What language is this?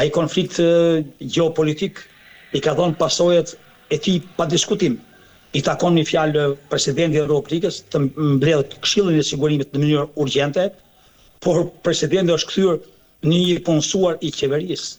Albanian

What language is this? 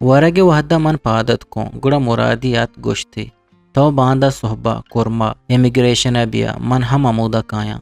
Eastern Balochi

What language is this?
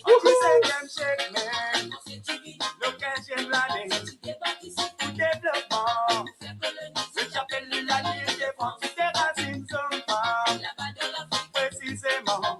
Morisyen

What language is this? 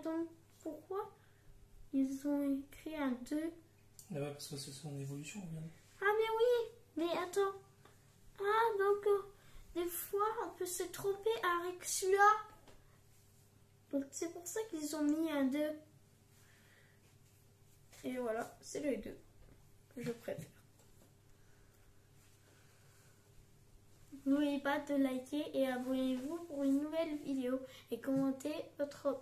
French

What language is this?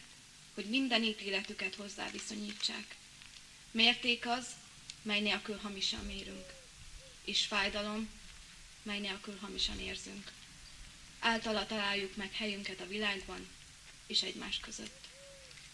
Hungarian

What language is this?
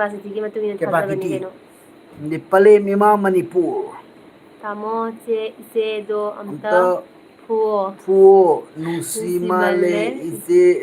Manipuri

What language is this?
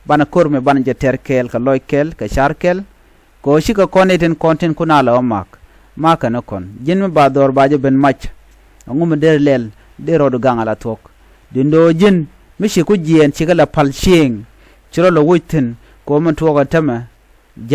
Nuer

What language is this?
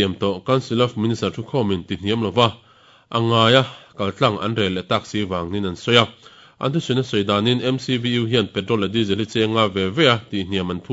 Mizo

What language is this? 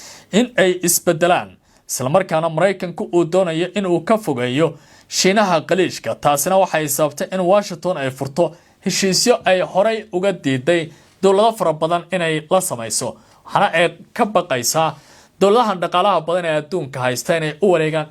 Somali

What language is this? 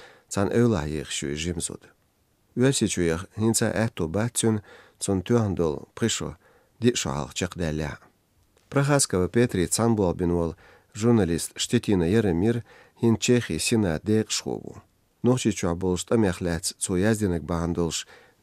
Chechen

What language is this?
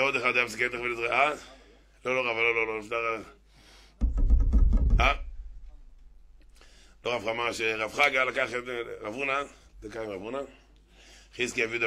Hebrew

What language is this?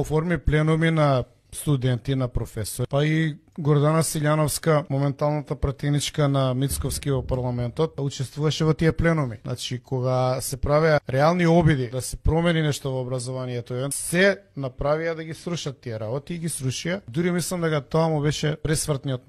Macedonian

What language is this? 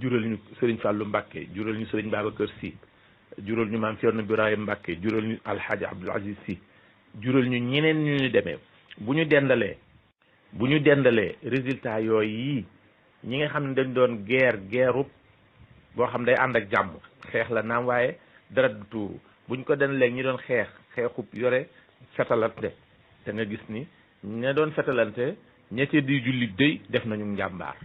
Wolof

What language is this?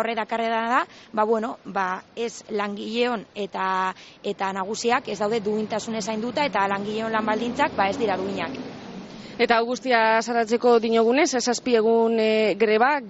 Basque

